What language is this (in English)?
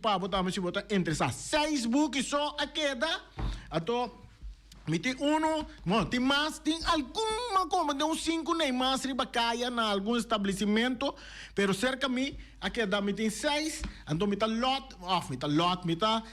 Papiamento